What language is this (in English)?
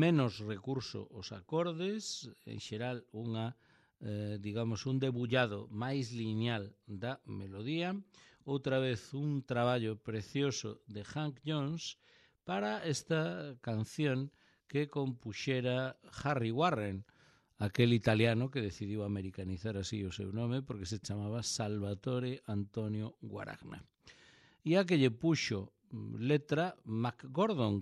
Galician